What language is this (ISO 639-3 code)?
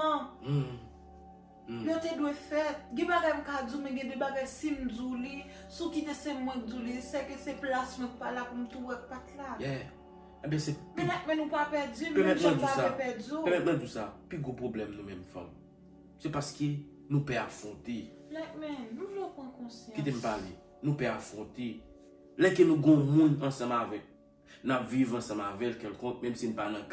hat